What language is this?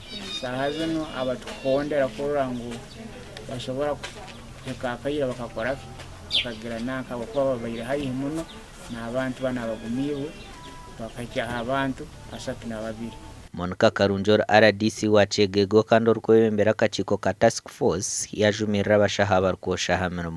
Nyankole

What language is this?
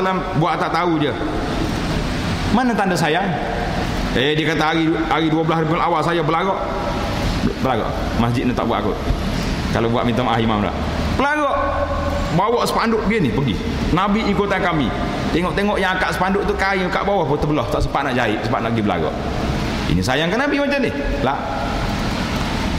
Malay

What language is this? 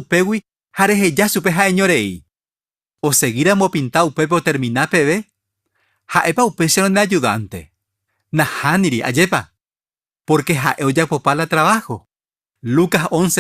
Guarani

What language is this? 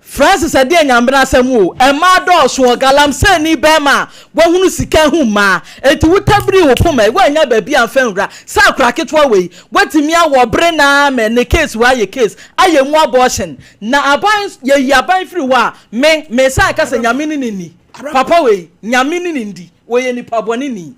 Akan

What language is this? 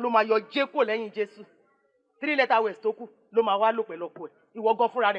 Yoruba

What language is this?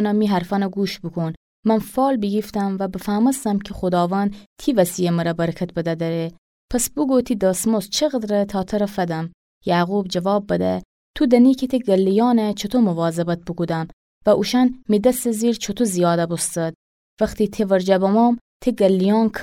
Gilaki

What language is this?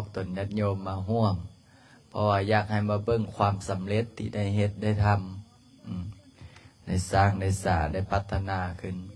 Lao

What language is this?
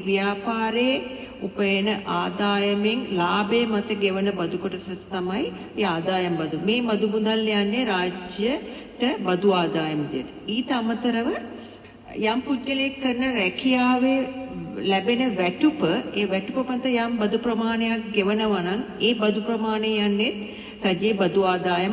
Sinhala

